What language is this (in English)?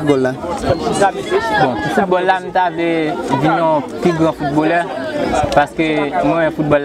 Haitian Creole